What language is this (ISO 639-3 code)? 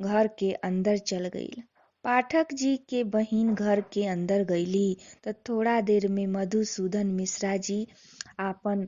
bho